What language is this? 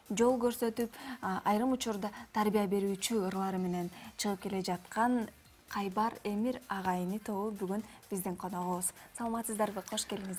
Kyrgyz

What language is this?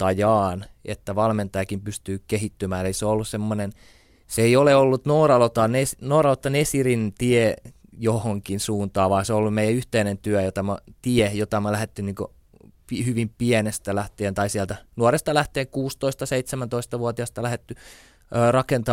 Finnish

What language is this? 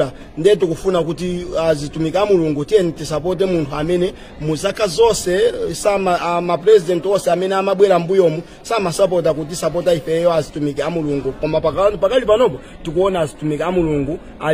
Nyanja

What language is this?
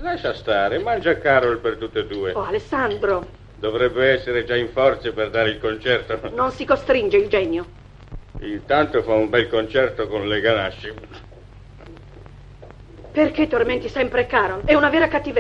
Italian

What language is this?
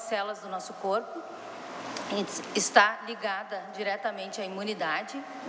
Portuguese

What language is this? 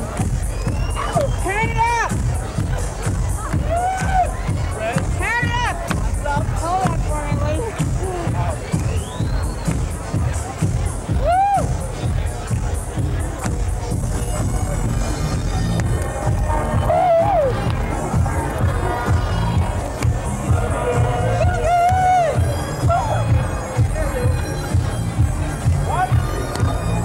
English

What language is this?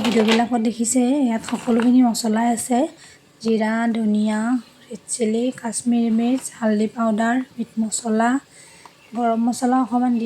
Assamese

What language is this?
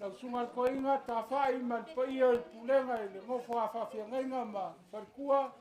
Samoan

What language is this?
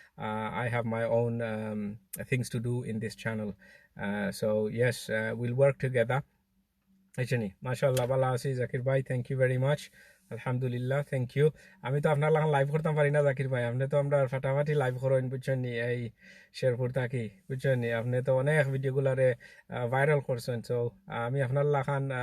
Sylheti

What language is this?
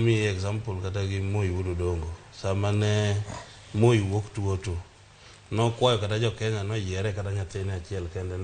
Luo (Kenya and Tanzania)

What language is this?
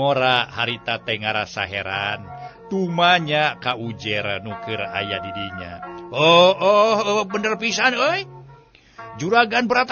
Sundanese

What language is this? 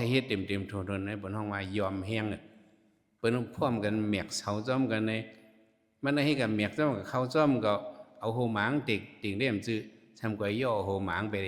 Shan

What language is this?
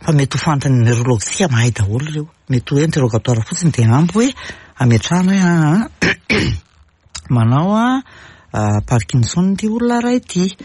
Malagasy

